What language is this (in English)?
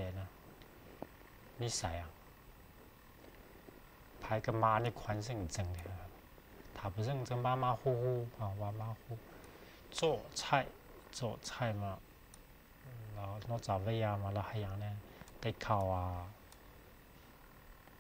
Chinese